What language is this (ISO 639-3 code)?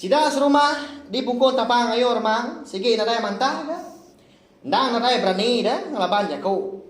iba